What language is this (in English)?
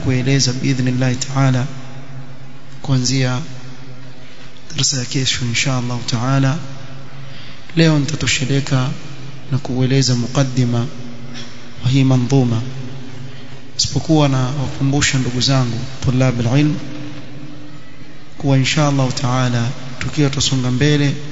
Swahili